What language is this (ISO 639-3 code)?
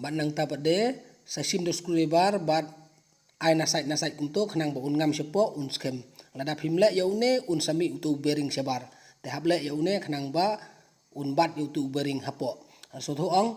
kha